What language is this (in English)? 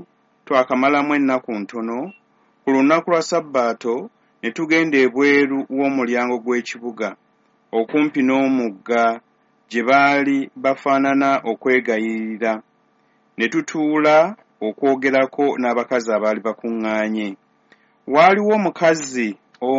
Ganda